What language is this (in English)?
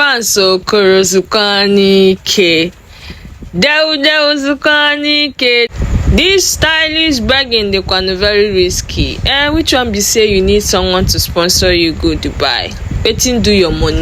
Nigerian Pidgin